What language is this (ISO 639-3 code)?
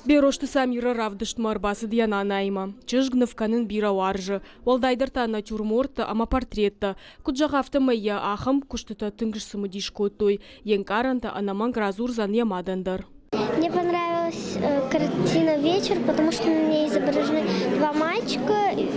oss